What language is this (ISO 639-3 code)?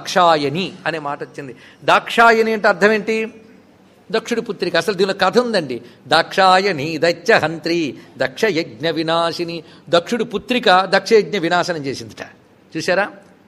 tel